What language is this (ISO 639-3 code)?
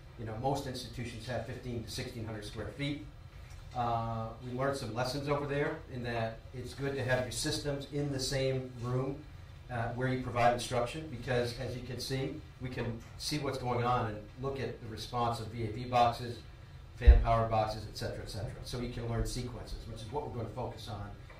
eng